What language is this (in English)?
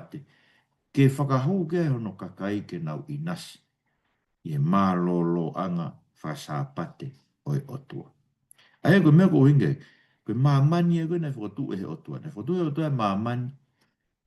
Tongan